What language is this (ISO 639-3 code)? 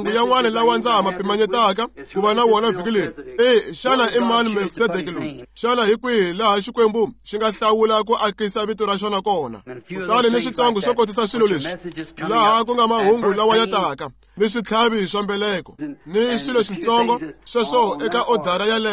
tso